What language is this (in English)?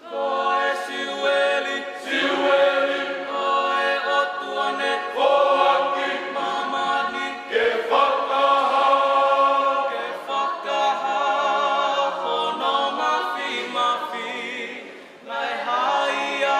Tongan